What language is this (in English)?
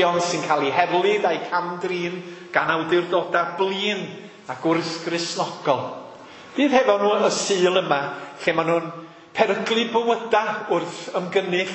Welsh